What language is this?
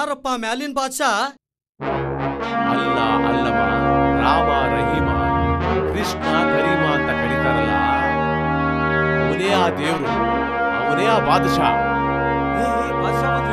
Kannada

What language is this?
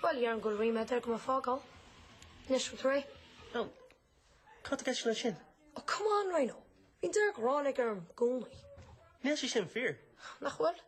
Irish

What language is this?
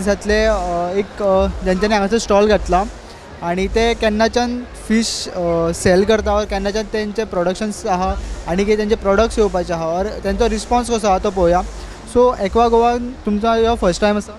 Konkani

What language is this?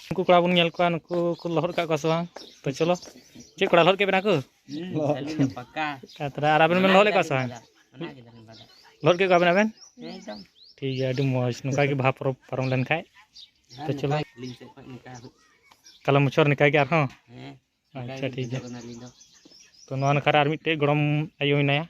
Santali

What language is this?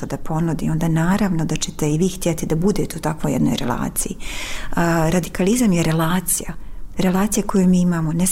Bosnian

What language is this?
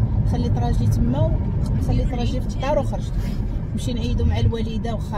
Moroccan Arabic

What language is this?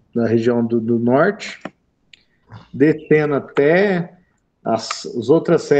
Portuguese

